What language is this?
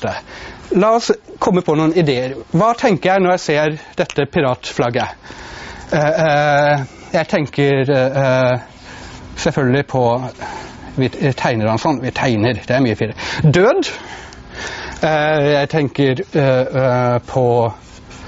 Norwegian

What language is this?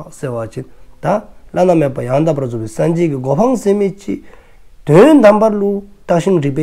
Dzongkha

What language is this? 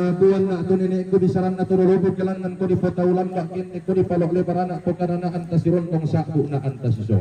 Toraja-Sa'dan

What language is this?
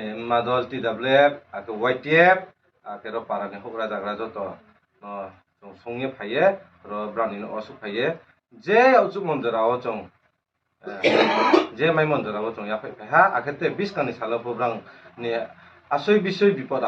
Riang (India)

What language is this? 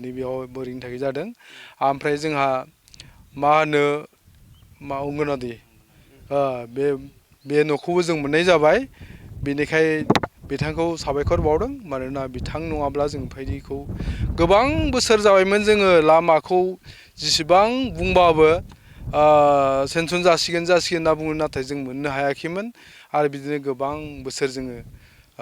Bodo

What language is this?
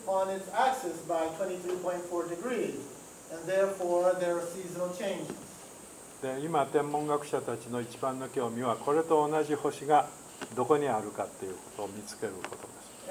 Japanese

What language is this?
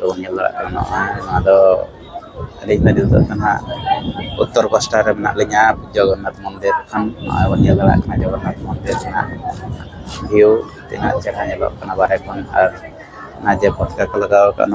Santali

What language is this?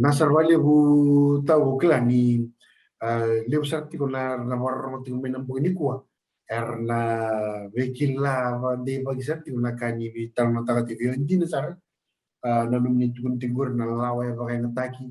Fijian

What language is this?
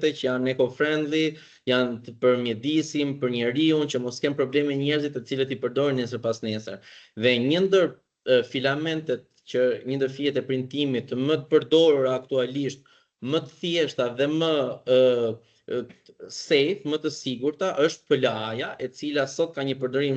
Albanian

